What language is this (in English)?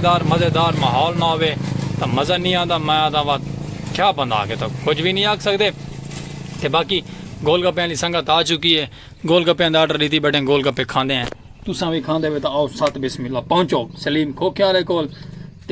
Saraiki